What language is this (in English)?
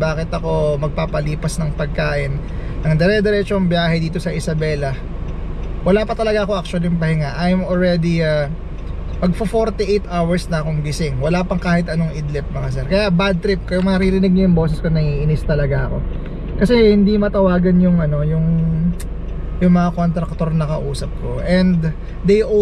Filipino